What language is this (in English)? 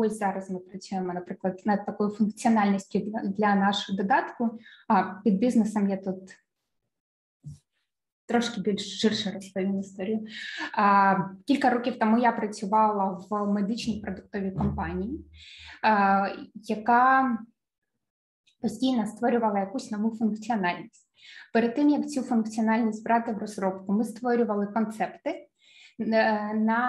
Ukrainian